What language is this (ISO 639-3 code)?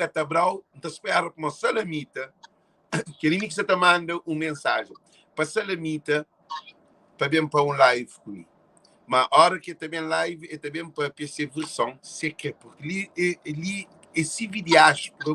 kea